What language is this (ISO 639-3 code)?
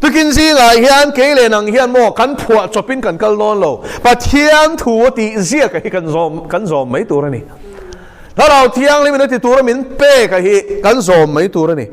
lus